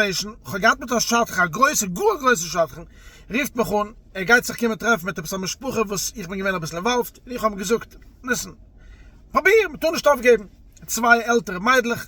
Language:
Yiddish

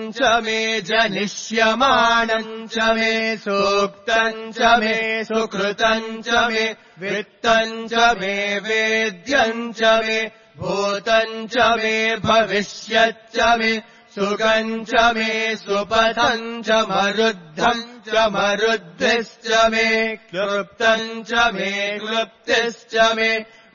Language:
Sanskrit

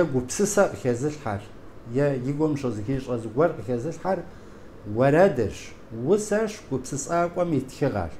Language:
Kabardian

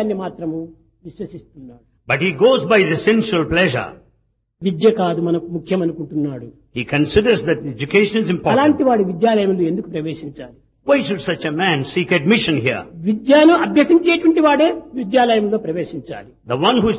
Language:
Telugu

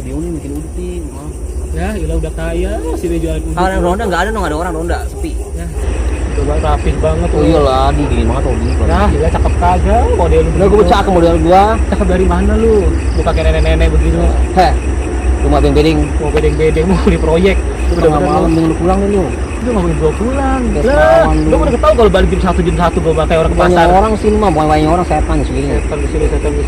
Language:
Betawi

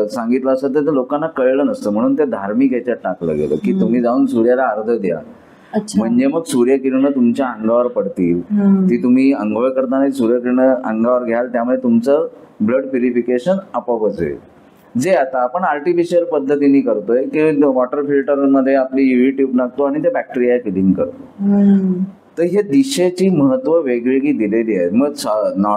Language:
Marathi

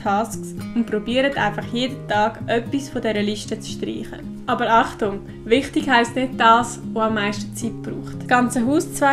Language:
Swiss German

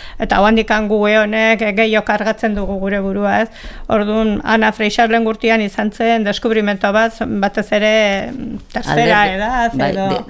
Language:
Basque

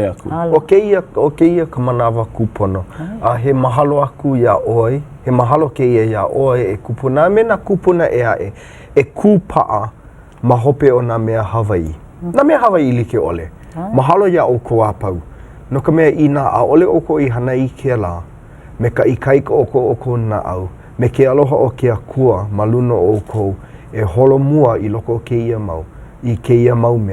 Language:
Hawaiian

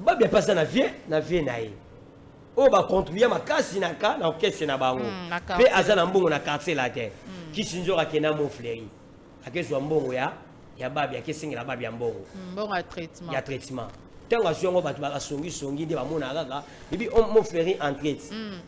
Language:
Lingala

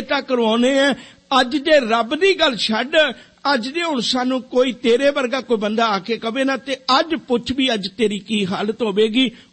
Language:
Punjabi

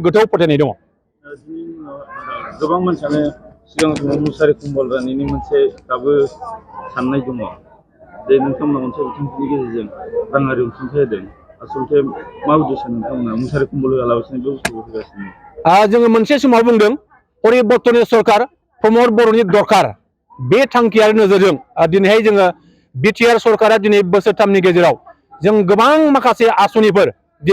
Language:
Bodo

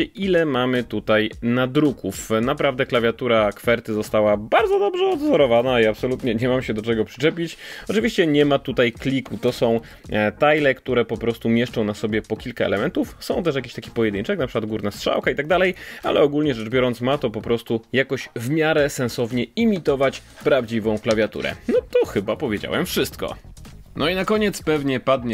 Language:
Polish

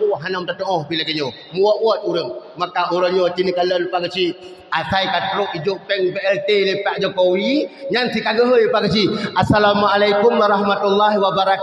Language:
Achinese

